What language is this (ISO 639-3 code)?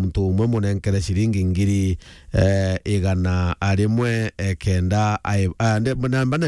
mer